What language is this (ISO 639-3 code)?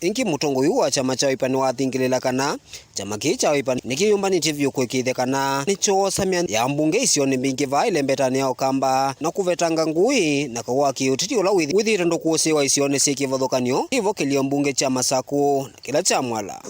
kam